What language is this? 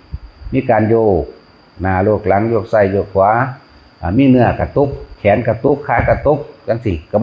Northeastern Thai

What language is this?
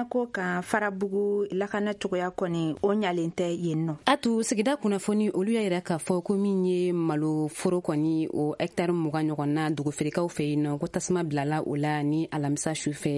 Bambara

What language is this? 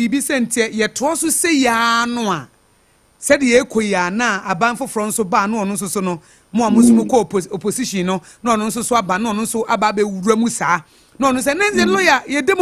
Akan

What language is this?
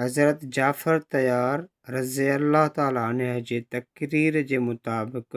Sindhi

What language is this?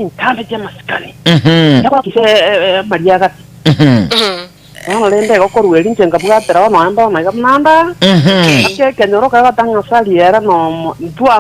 Gusii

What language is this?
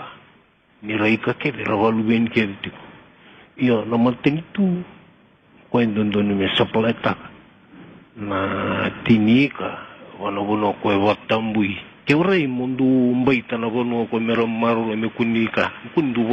Fijian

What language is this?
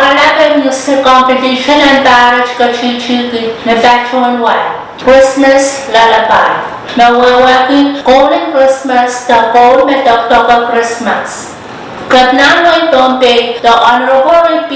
Pohnpeian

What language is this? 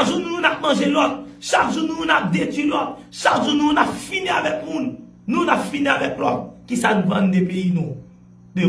Haitian Creole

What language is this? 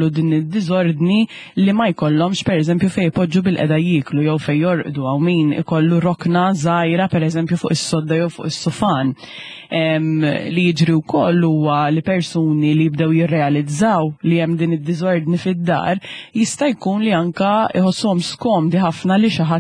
Maltese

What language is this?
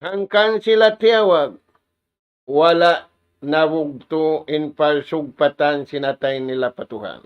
Tausug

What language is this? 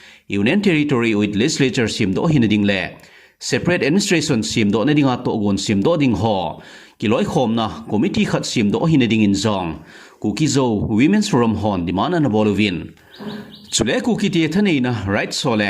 Thado Chin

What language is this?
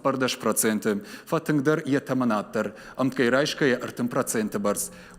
Ossetic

